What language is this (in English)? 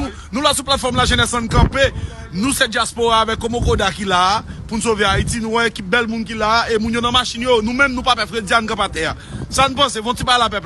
Haitian Creole